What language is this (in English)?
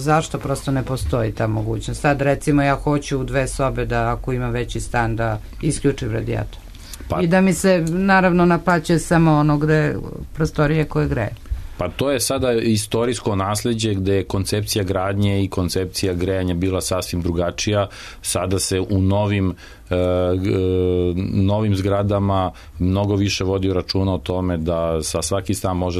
Serbian